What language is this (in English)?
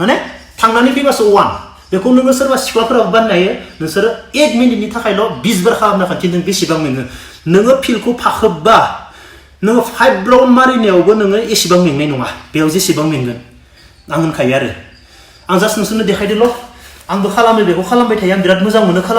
Bodo